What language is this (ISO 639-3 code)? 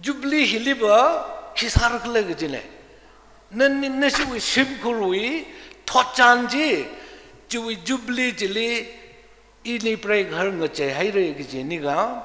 nmf